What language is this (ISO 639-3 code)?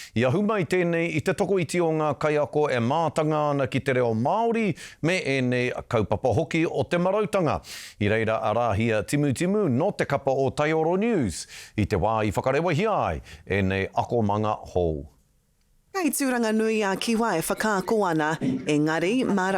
mri